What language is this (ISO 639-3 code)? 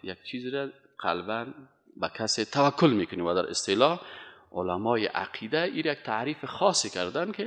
fas